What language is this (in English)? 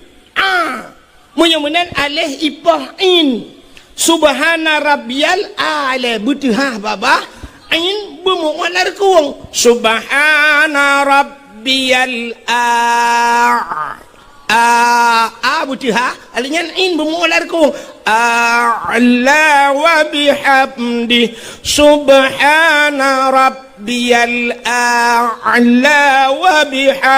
Achinese